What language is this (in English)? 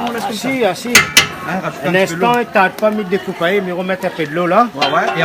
Réunion Creole French